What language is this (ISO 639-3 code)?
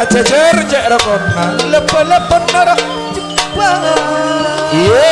mad